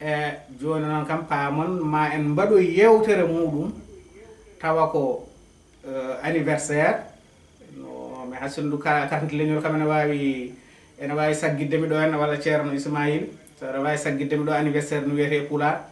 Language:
Fula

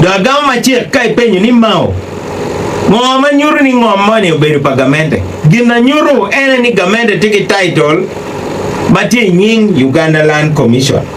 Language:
Acoli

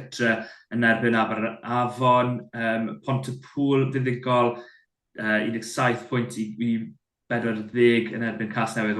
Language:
Welsh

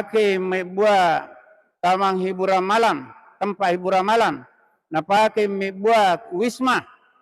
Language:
Buginese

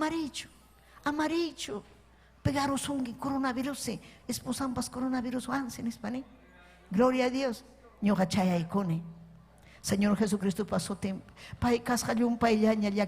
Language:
Ayacucho Quechua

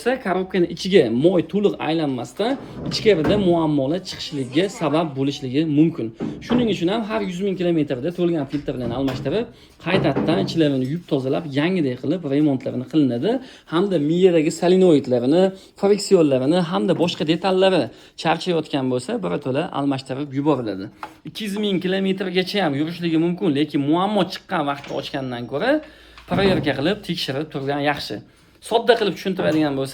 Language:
Uzbek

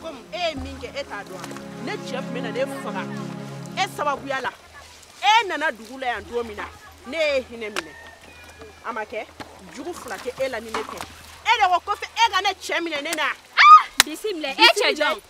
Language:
Bambara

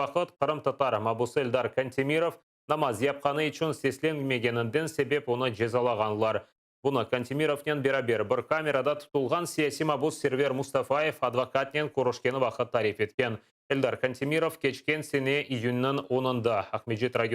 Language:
Crimean Tatar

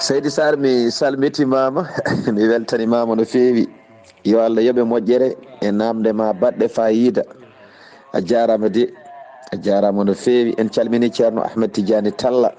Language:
Fula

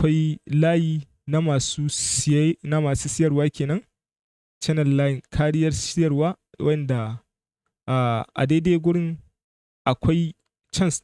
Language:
Hausa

